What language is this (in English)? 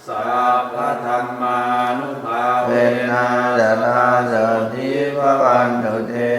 Pali